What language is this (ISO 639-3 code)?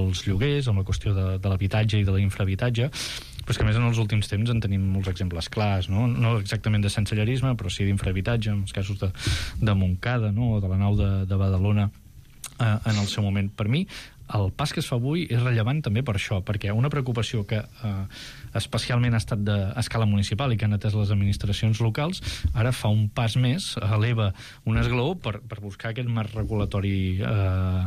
cat